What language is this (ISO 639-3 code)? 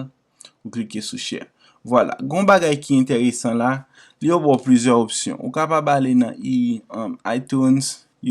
hat